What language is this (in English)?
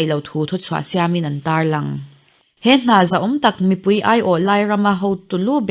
Mizo